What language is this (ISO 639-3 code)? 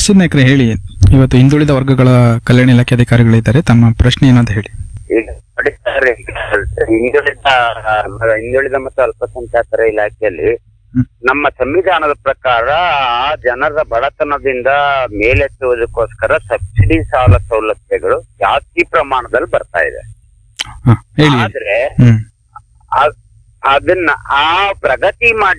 kan